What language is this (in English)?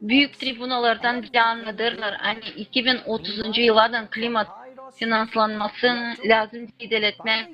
Gagauz